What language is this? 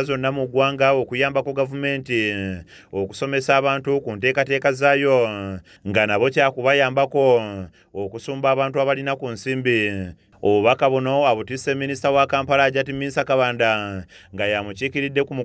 Ganda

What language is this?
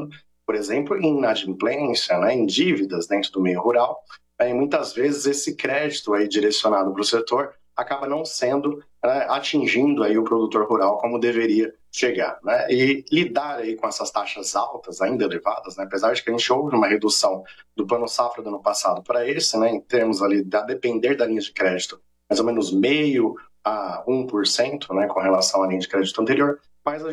Portuguese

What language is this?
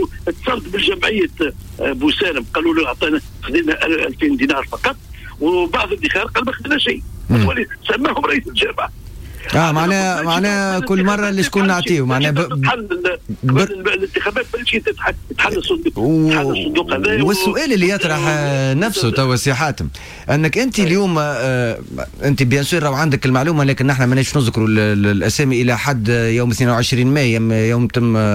Tunisian Arabic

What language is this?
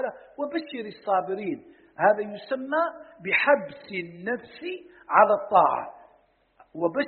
Arabic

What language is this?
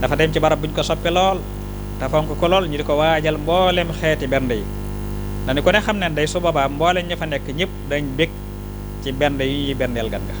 Wolof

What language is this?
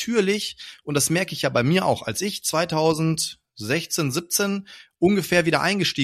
German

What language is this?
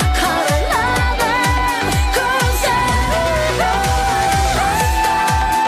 Kazakh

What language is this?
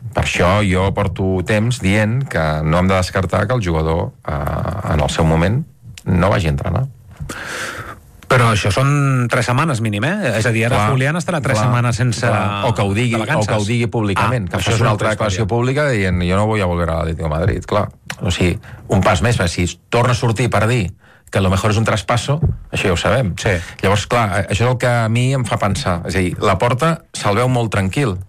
Catalan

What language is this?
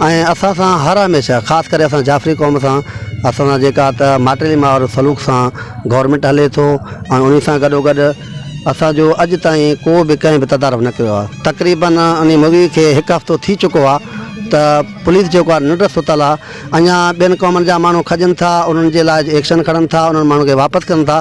Sindhi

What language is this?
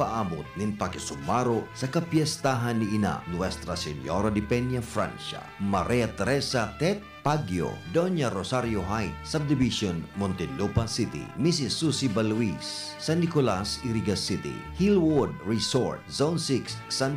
Bikol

